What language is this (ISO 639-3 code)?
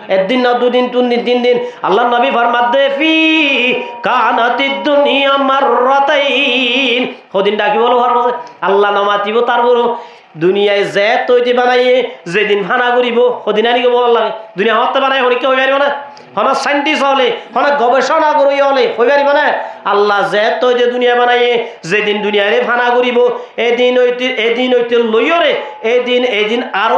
rhg